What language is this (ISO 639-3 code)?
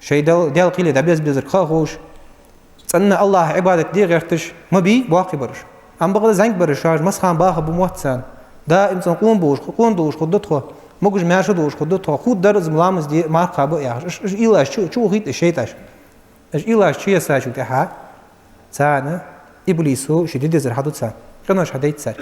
inh